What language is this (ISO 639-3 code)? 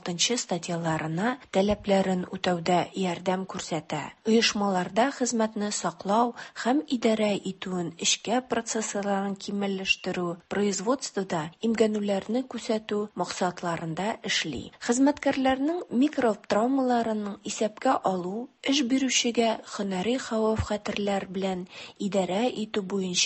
tat